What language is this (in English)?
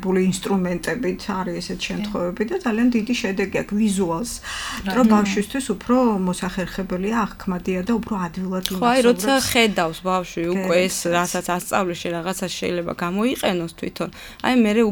Georgian